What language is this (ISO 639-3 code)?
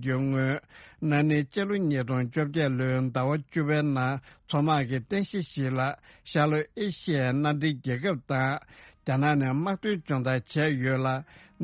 bod